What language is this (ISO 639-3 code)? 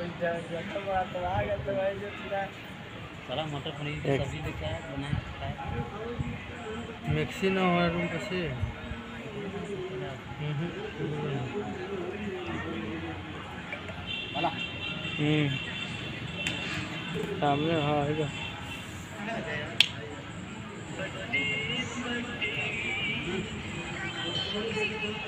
hin